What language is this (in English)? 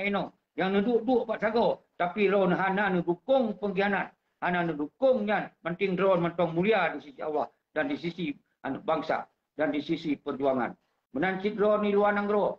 Achinese